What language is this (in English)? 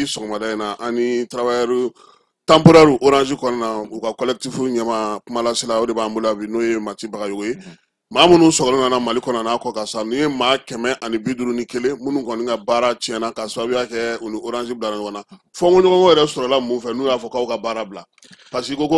Bambara